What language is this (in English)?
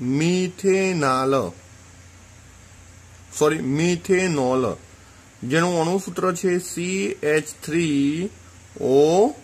Gujarati